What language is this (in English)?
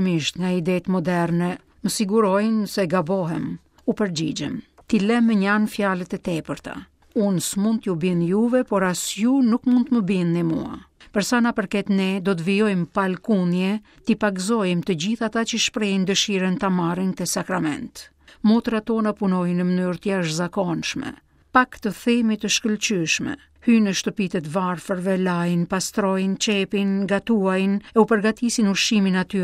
Albanian